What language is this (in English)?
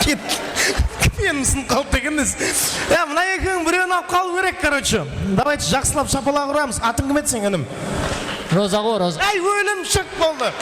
Kara-Kalpak